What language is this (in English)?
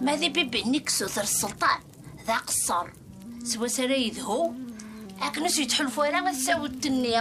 Kabyle